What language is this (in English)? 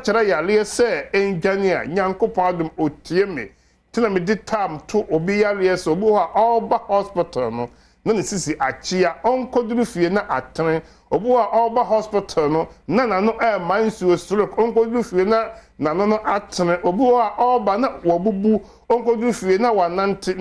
Akan